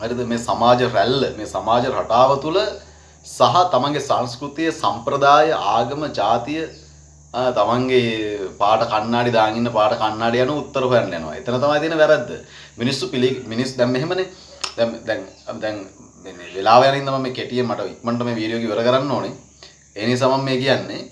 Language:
Sinhala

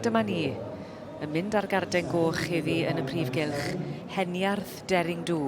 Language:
Welsh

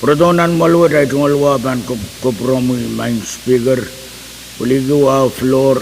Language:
Pohnpeian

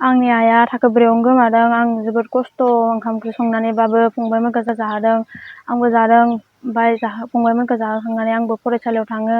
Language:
Bodo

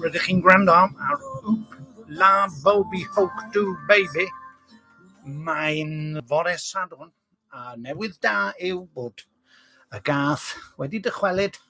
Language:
Welsh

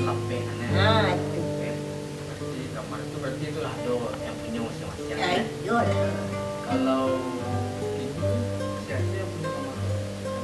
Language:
Minangkabau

